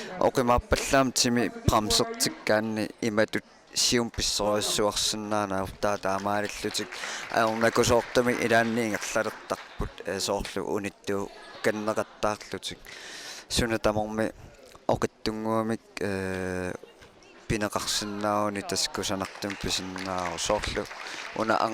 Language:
Kalaallisut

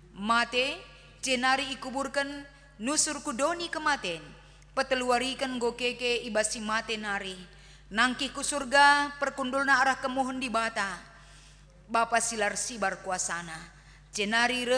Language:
Batak Karo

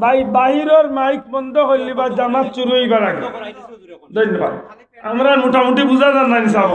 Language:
Sylheti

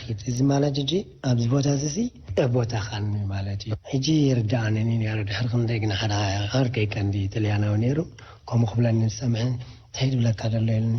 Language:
Tigrinya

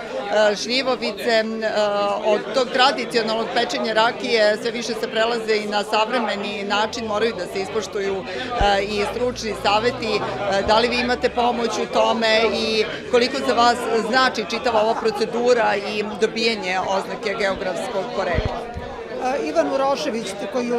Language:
Serbian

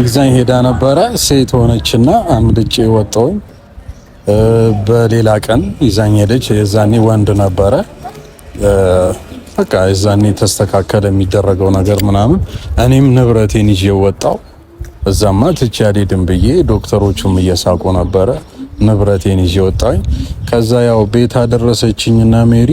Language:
Amharic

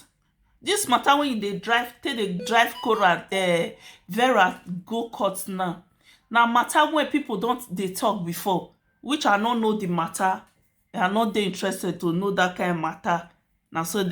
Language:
Nigerian Pidgin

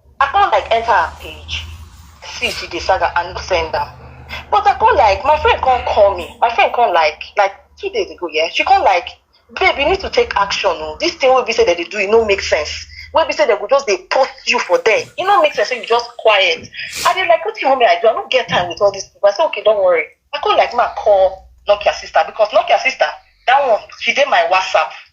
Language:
Nigerian Pidgin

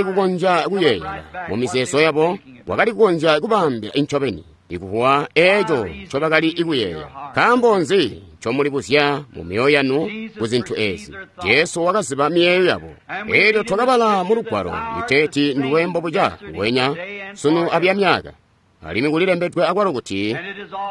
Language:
Tonga (Zambia)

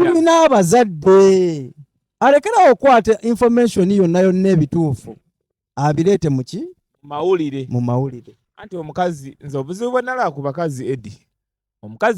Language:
Ganda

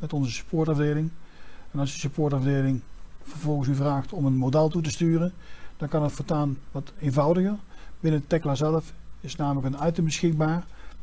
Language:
Dutch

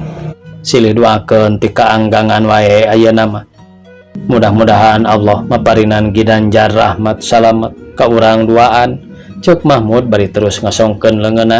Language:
Sundanese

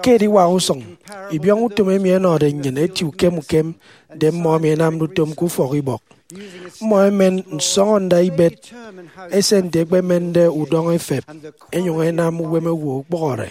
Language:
Efik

